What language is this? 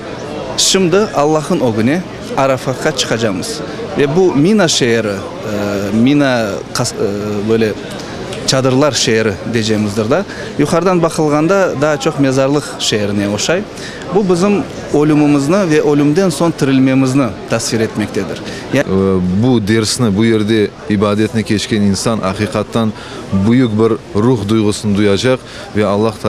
Crimean Tatar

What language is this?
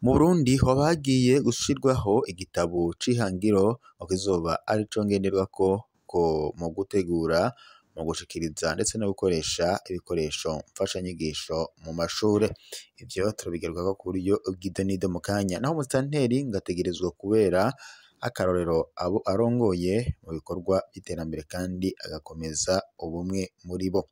Rundi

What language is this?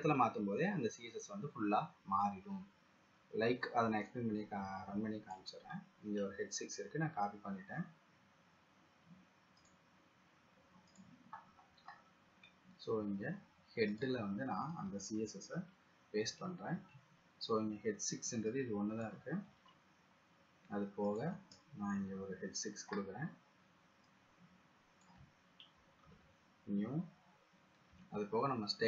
Tamil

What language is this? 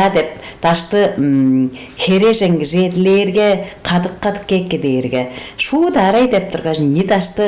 Tuvinian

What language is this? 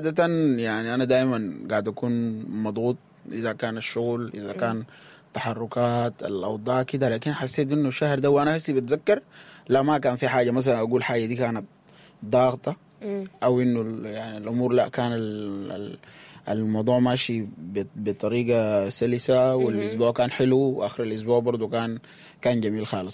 Sudanese Arabic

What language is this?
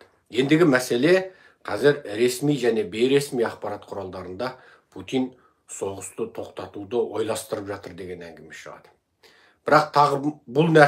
Kazakh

